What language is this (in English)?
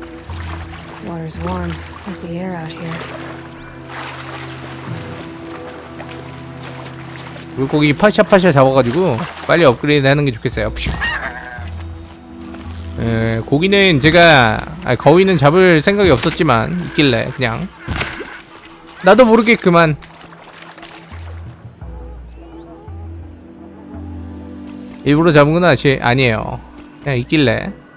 Korean